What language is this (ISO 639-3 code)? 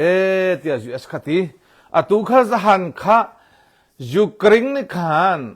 cnh